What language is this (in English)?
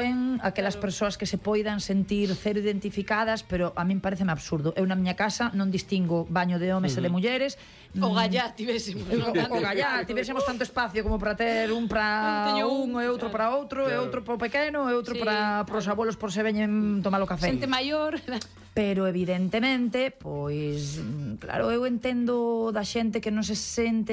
Galician